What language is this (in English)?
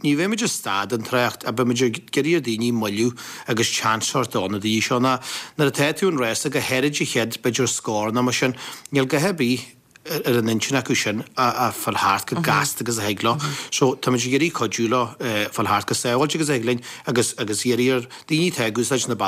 Irish